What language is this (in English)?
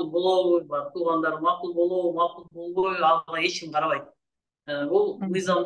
Kyrgyz